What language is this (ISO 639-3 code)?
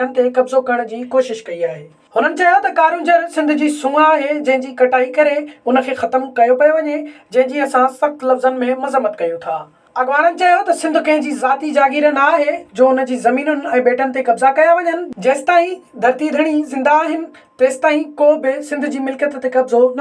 snd